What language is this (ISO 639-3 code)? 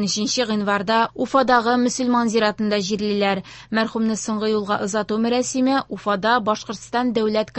tat